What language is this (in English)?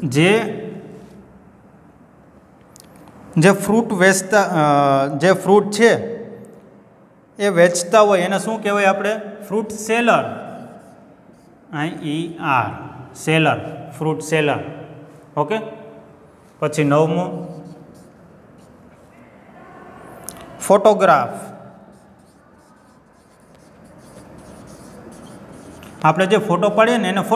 Gujarati